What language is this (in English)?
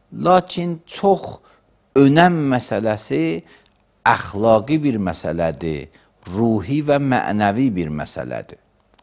Azerbaijani